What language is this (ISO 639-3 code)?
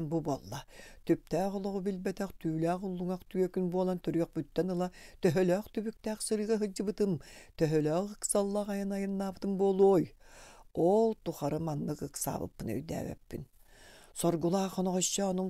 sah